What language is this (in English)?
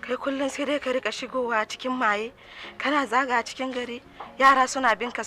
Hausa